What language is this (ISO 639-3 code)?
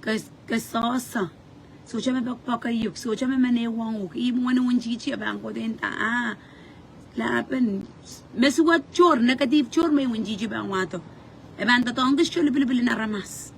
pon